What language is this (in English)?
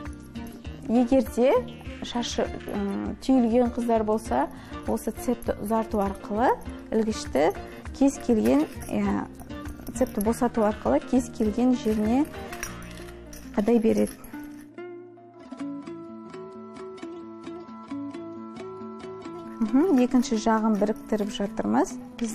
Kazakh